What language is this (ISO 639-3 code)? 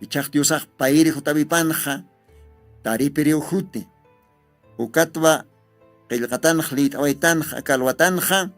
aym